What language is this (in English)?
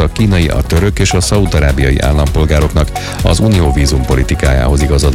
Hungarian